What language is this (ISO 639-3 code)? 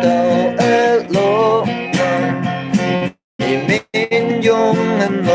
nag